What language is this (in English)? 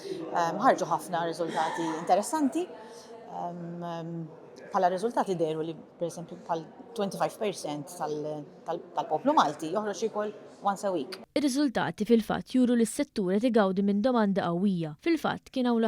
Maltese